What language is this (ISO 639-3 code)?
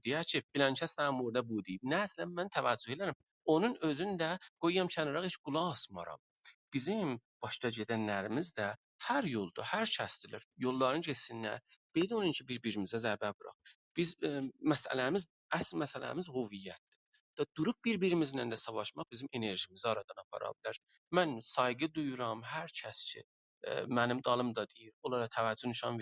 azb